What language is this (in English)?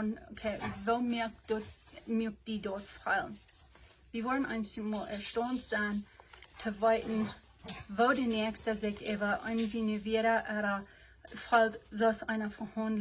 Plautdietsch